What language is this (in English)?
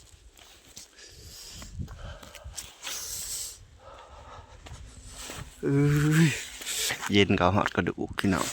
Lao